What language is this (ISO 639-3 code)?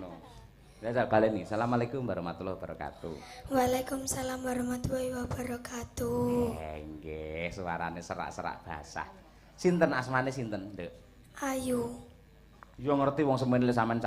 jav